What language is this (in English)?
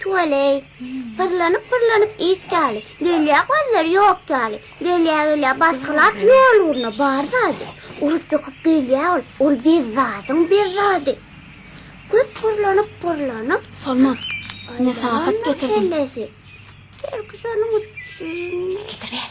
Turkmen